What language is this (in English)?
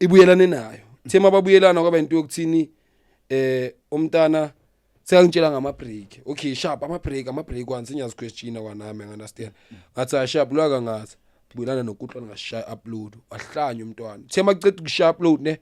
Zulu